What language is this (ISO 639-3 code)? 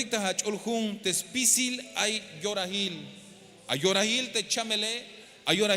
tzh